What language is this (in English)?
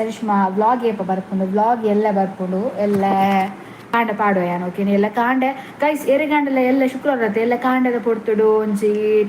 Tulu